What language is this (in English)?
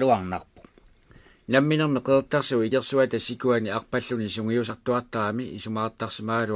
Kalaallisut